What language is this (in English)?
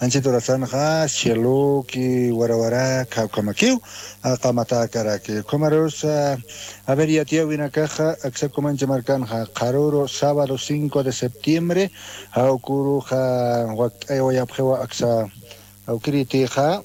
Aymara